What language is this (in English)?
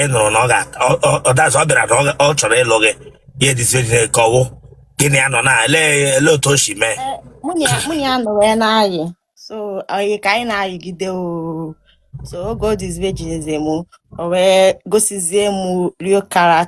Igbo